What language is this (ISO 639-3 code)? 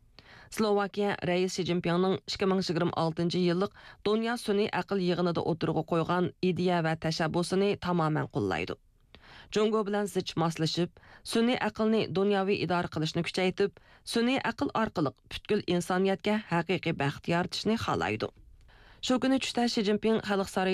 uig